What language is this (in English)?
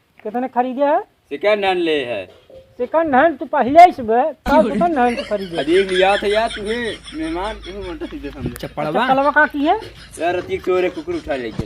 Awadhi